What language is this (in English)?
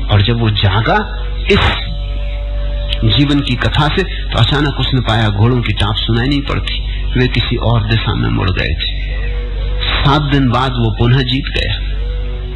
Hindi